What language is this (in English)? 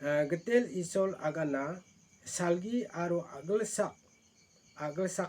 Garo